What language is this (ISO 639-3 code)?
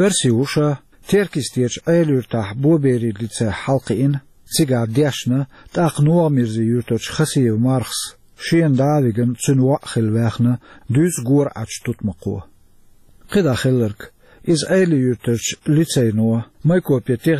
che